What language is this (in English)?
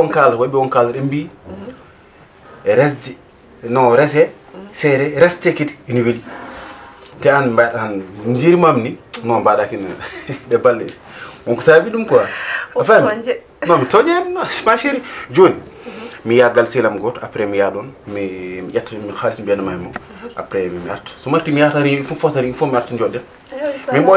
Fula